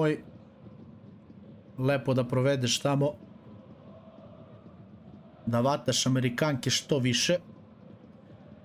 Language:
Serbian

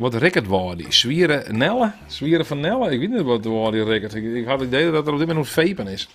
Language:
Western Frisian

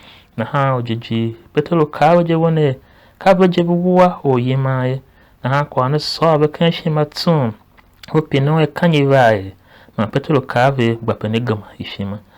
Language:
Tiv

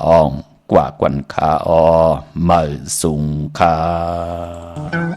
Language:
Shan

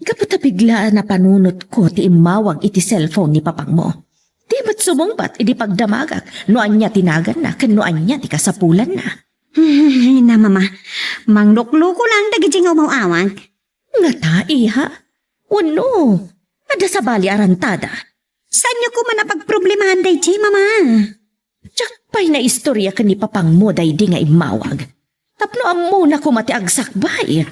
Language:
Iloko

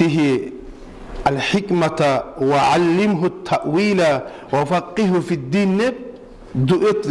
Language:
Kumyk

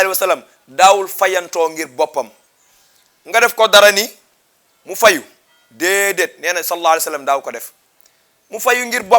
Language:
Wolof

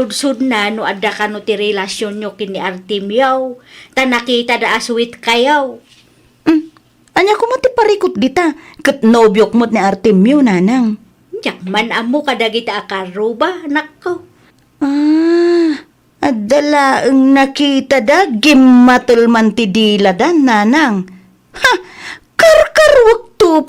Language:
Iloko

